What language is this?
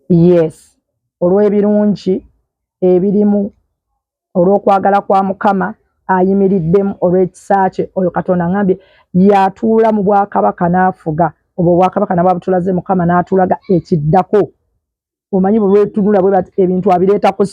Ganda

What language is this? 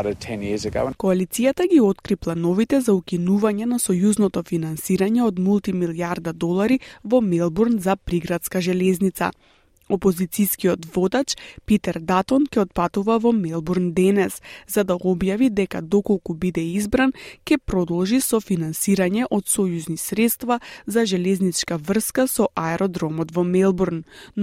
Macedonian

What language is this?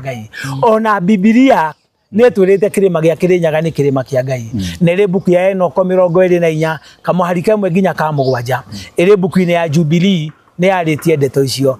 Kikuyu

